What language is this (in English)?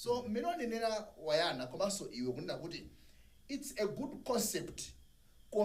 Nyanja